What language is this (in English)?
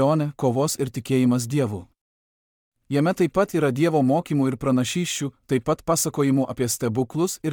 Lithuanian